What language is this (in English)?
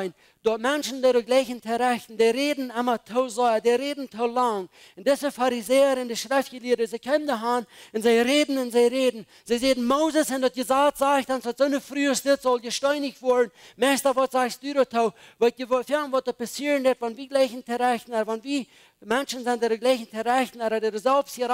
Plautdietsch